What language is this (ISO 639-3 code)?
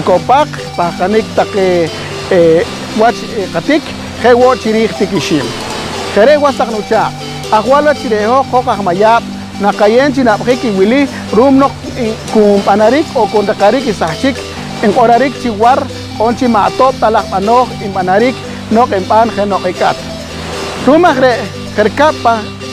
poh